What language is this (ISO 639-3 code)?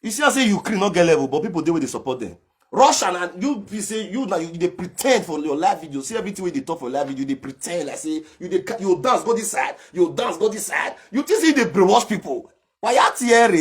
pcm